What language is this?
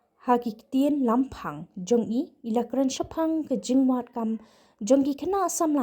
Khasi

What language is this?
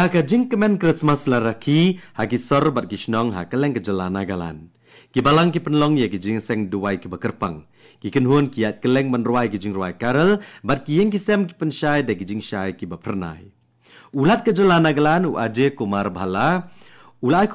Khasi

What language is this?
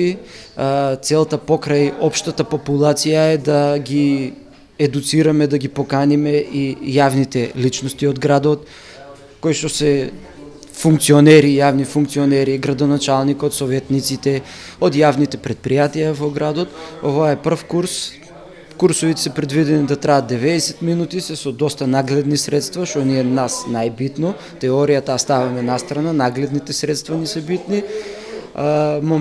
Macedonian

